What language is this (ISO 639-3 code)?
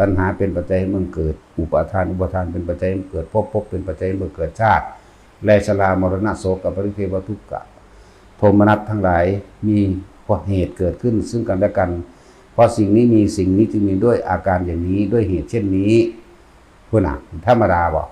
tts